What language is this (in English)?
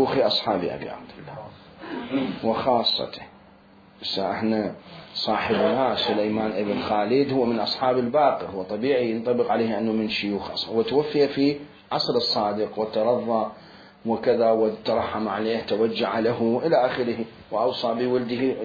Mesopotamian Arabic